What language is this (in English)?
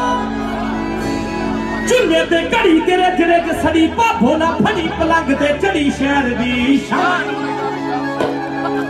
Punjabi